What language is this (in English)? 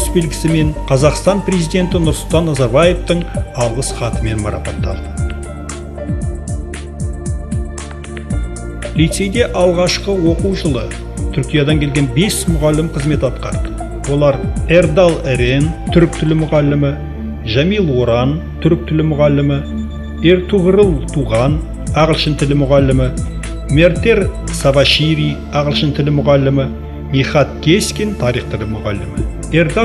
Kazakh